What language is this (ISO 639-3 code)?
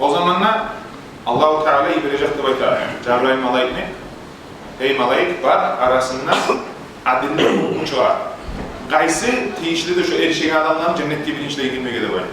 kum